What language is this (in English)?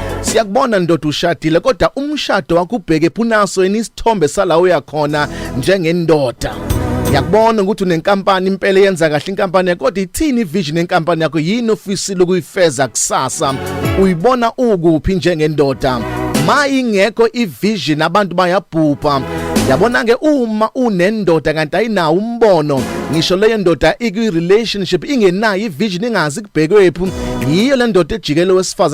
Zulu